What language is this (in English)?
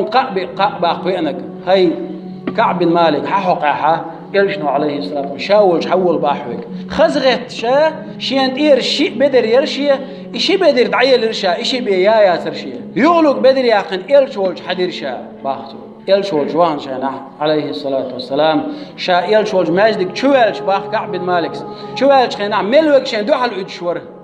Chechen